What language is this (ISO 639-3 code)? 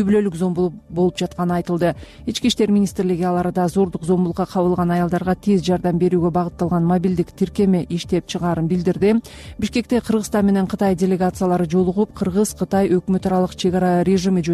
kir